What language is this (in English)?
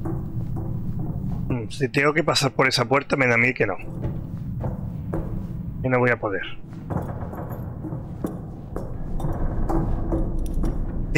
Spanish